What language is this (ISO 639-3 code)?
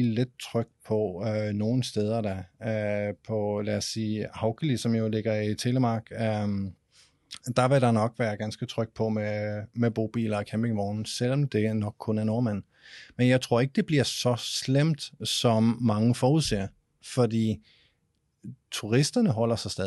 dan